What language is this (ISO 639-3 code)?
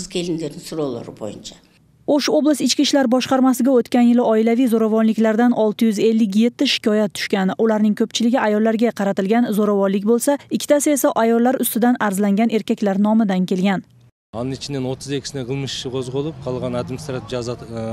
kir